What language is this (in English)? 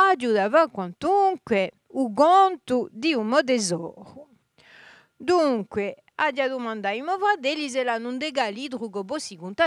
Corsican